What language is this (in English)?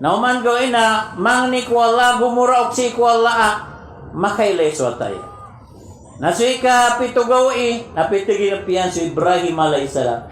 Maranao